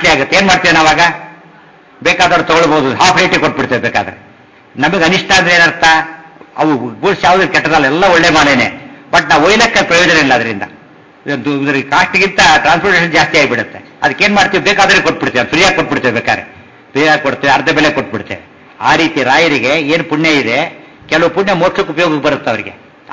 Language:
Kannada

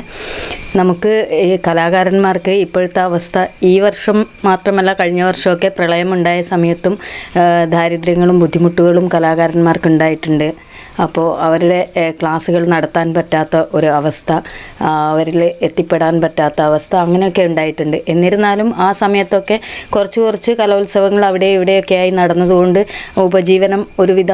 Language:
Malayalam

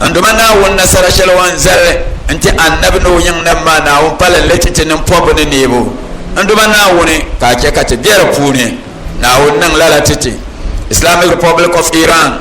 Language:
Dagbani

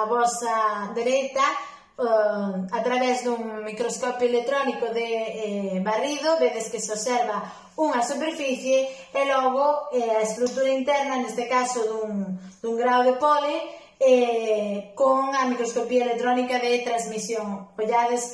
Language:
Galician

